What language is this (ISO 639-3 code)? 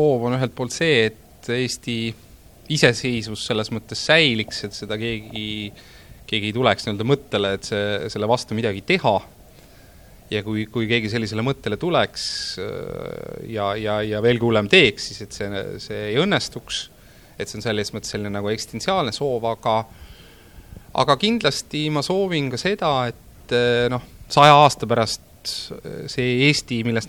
est